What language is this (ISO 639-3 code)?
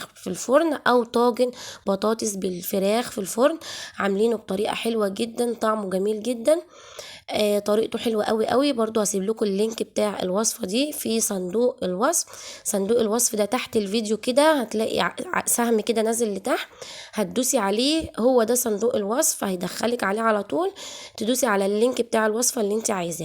arz